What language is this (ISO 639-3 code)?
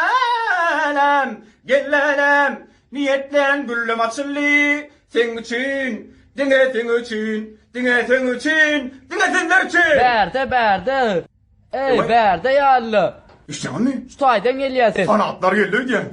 tuk